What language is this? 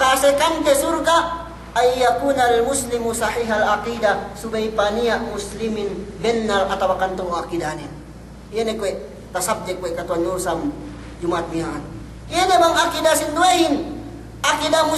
Yakan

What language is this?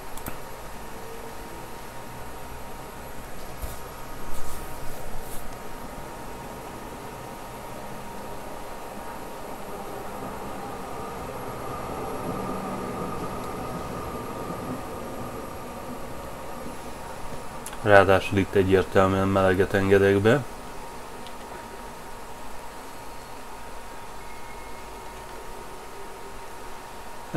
Hungarian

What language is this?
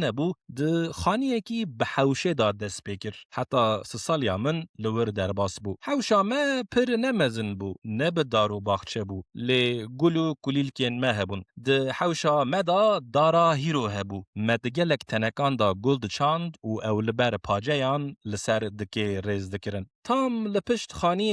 Kurdish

